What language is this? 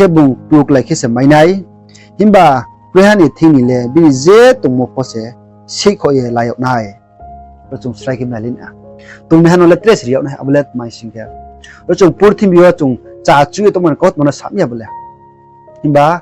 Riang (India)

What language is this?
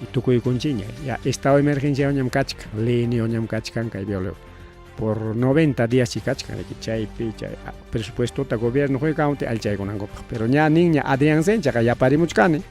Ayacucho Quechua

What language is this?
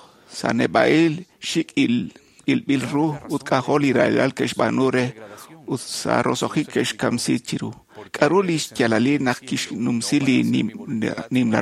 Kekchí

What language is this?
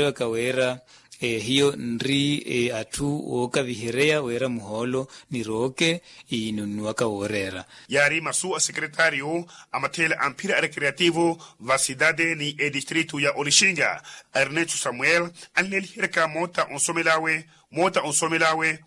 Makhuwa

